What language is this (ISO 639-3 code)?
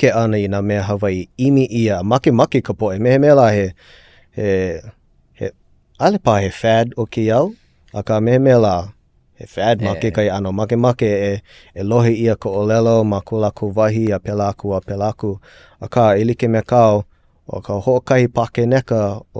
haw